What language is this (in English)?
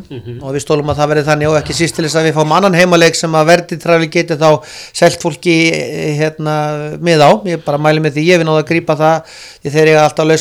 Icelandic